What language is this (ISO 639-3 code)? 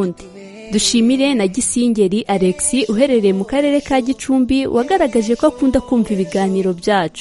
kin